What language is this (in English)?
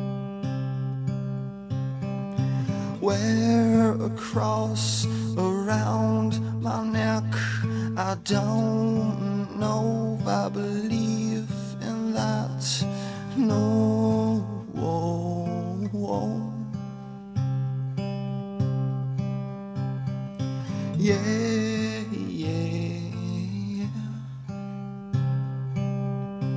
English